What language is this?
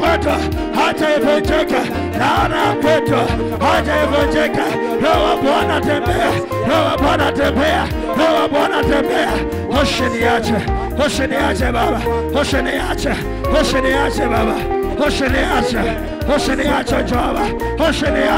Swahili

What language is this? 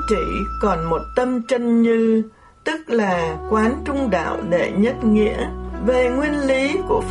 Vietnamese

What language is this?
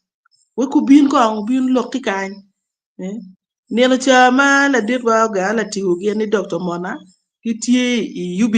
Acoli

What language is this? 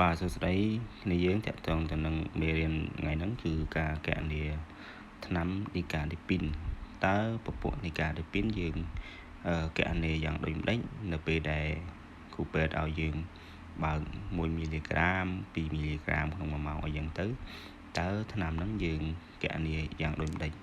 Khmer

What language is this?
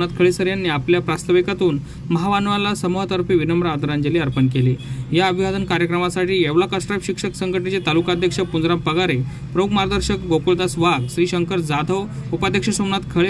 Marathi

